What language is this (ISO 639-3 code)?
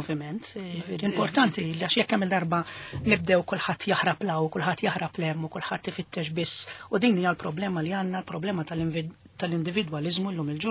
mlt